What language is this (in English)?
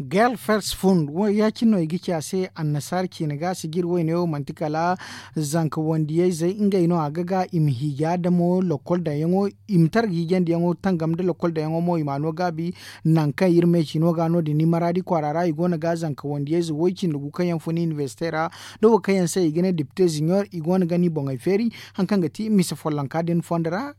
Zarma